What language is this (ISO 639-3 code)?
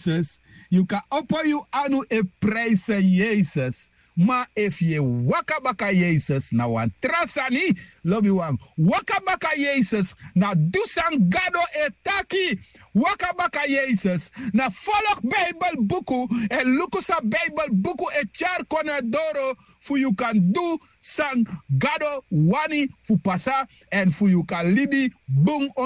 srn